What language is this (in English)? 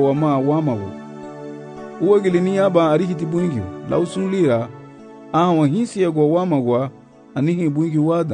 Garifuna